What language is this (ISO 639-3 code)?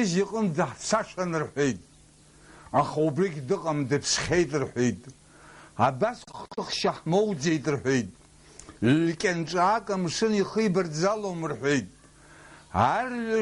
abk